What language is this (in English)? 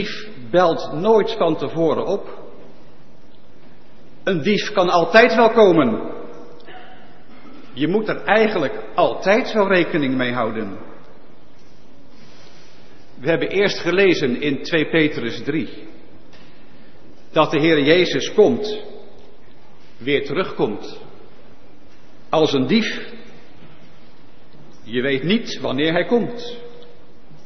Dutch